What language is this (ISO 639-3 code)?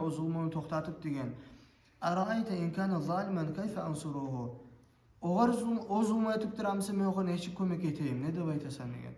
kum